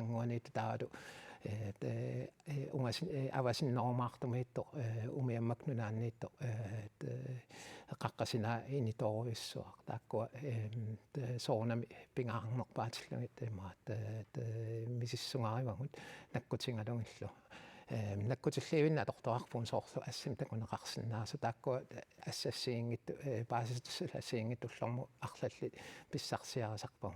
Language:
Kalaallisut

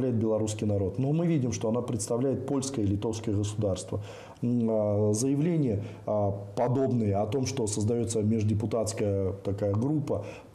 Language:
Russian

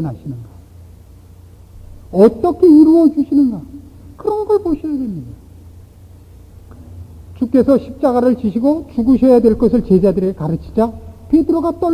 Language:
Korean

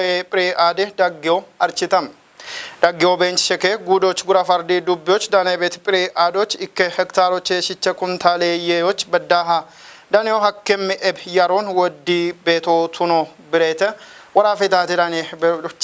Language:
Kafa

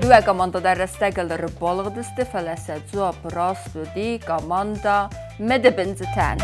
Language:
Ossetic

